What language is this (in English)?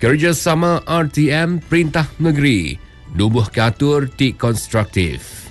Iban